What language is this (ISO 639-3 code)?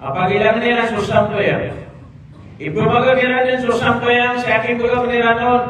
mrw